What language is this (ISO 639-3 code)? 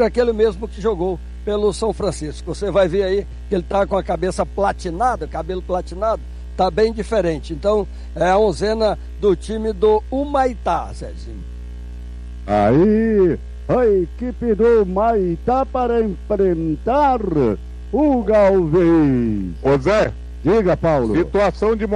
por